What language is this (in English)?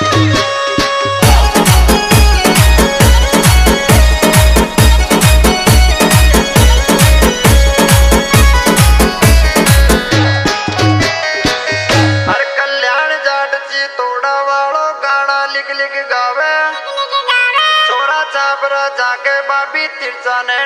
Rajasthani